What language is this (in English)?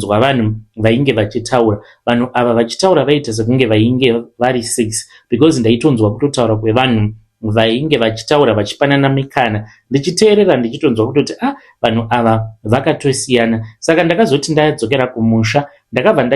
Shona